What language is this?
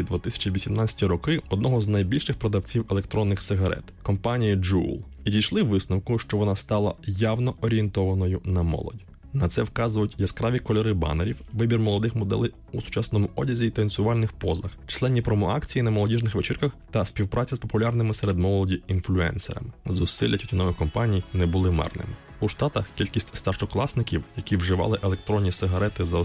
Ukrainian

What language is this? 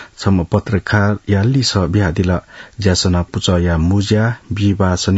Newari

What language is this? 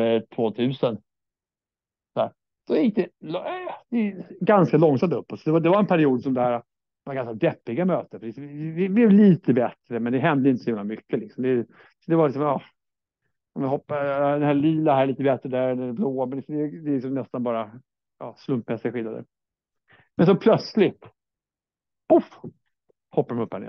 Swedish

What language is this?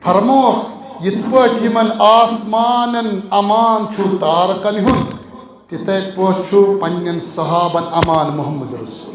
Kashmiri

